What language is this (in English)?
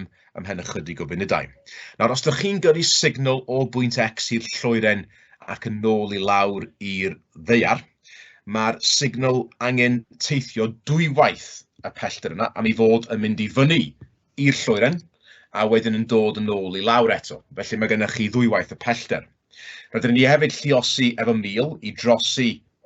Welsh